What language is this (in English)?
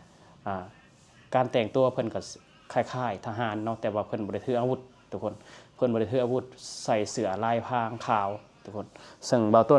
Lao